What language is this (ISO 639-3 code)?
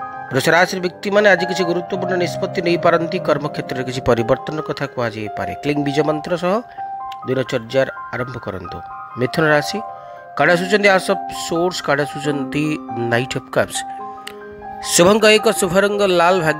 ori